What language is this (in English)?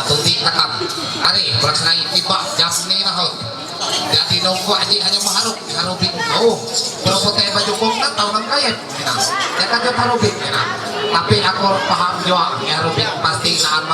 Ma'anyan